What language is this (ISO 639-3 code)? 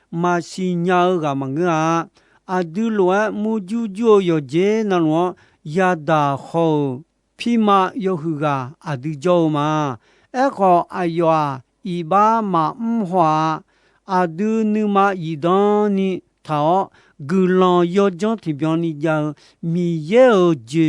ahk